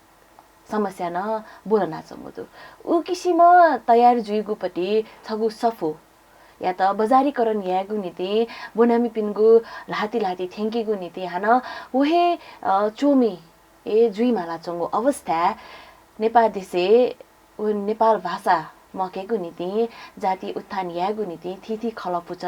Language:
Newari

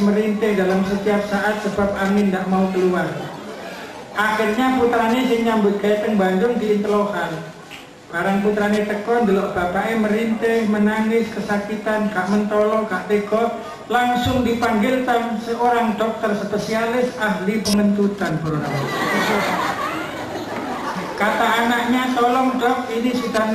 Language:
Javanese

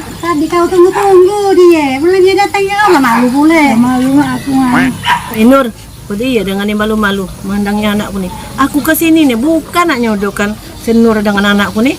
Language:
Musi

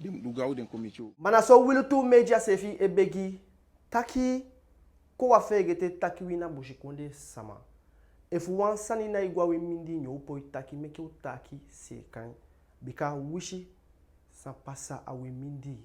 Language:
Eastern Maroon Creole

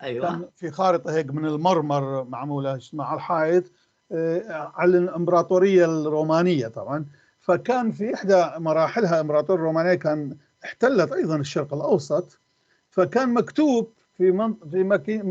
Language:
North Levantine Arabic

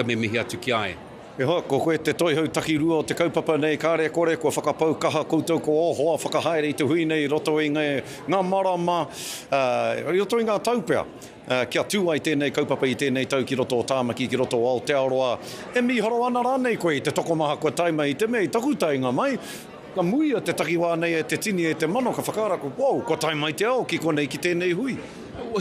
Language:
Māori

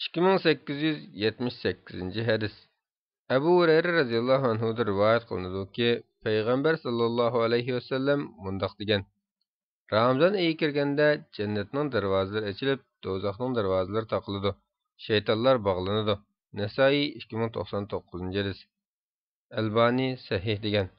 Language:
Uyghur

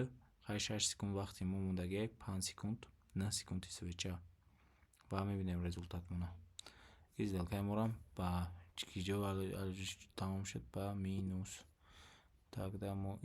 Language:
Tajik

